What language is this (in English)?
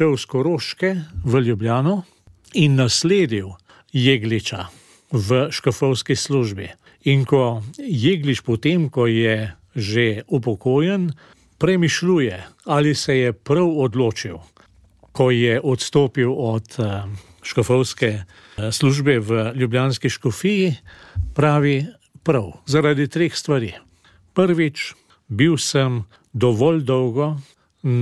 Slovenian